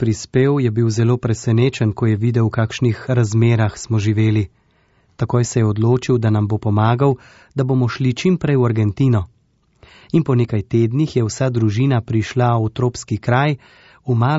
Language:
Slovenian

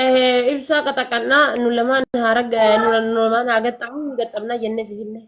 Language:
Oromo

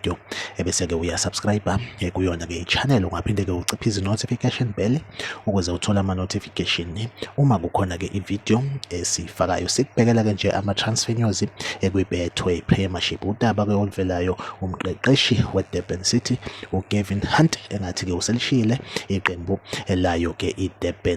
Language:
Zulu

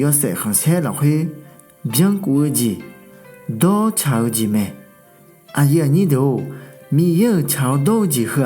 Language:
Akha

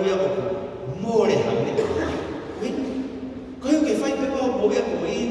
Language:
Tongan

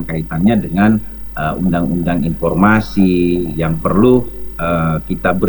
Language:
Indonesian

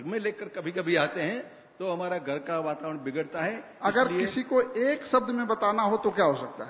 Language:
Hindi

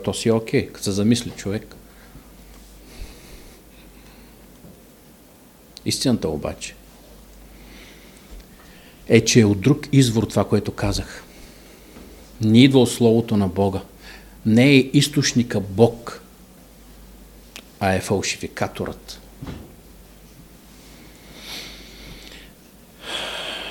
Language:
Bulgarian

